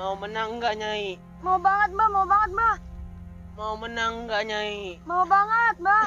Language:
Betawi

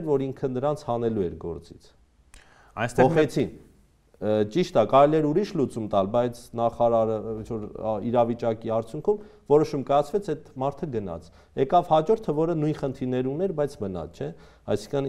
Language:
Armenian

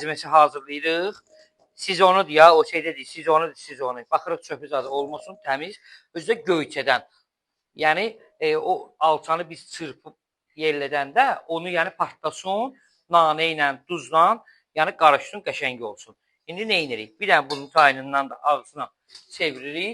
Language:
Azerbaijani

